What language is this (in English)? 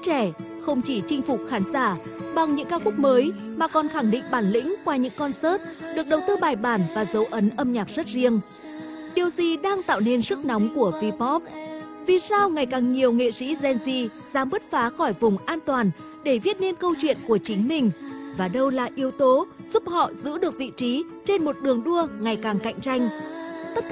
Vietnamese